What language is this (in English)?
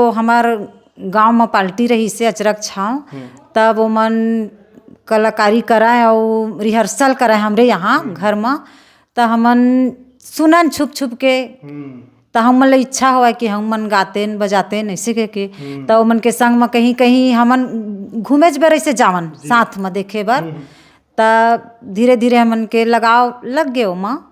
Chhattisgarhi